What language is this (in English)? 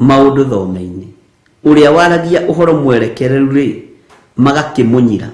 Kikuyu